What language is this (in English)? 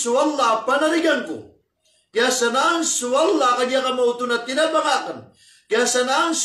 Maranao